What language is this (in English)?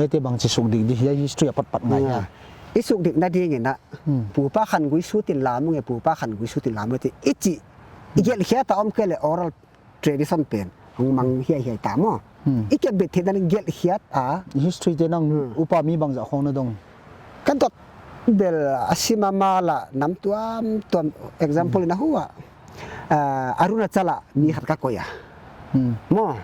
Paite Chin